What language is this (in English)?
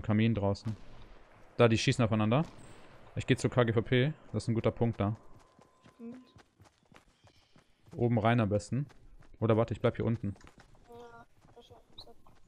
German